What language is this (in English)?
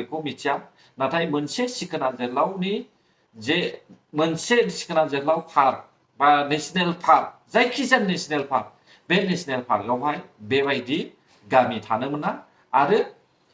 Bodo